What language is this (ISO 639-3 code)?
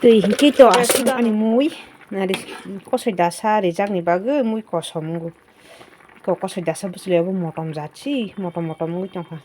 trp